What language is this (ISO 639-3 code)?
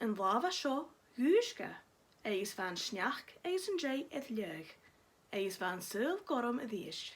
gla